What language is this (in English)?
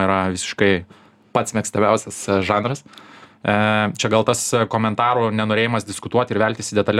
Lithuanian